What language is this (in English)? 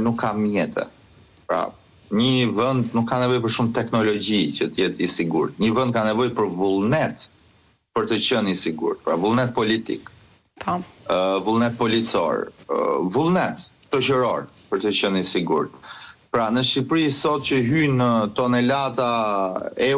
Albanian